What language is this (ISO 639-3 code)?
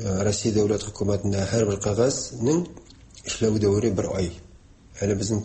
tat